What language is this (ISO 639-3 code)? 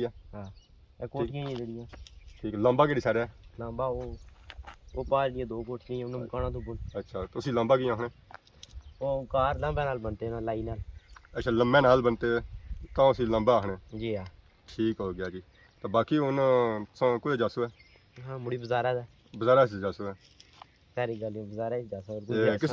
phr